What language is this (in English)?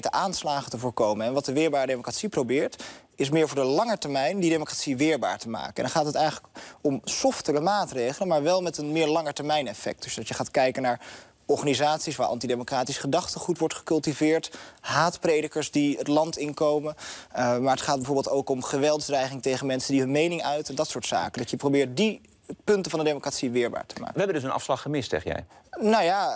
Dutch